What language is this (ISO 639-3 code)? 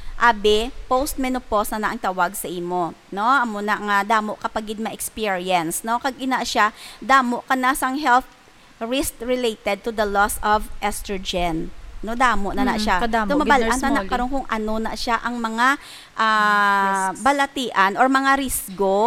hil